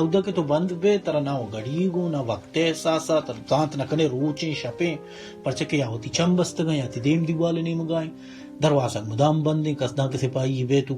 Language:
Baluchi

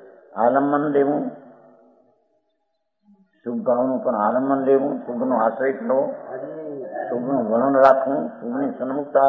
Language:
Gujarati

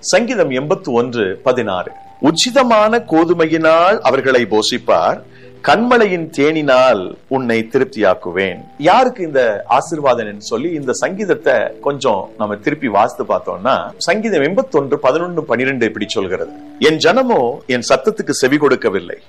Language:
Tamil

